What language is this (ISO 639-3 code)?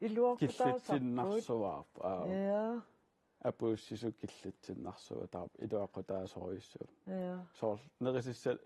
kal